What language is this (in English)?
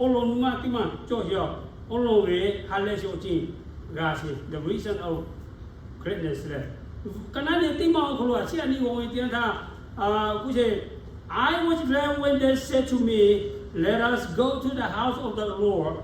Lahu